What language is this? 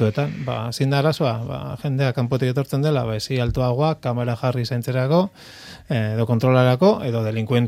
Basque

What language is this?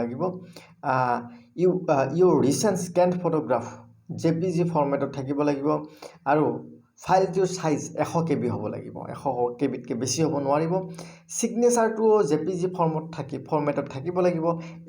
Assamese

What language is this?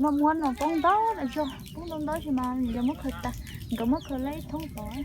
Hmong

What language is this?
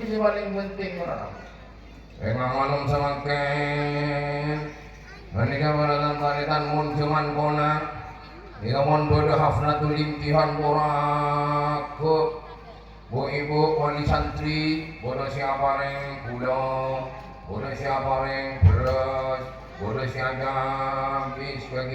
Madurese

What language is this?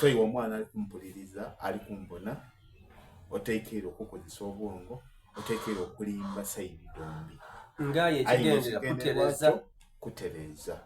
Soga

